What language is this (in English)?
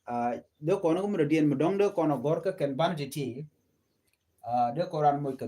Nuer